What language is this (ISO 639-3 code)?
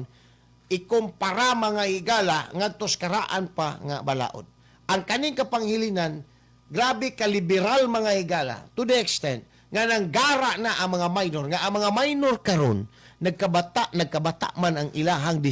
ceb